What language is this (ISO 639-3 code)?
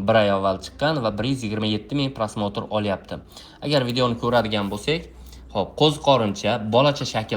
uzb